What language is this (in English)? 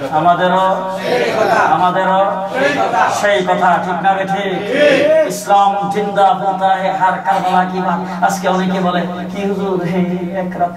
Bangla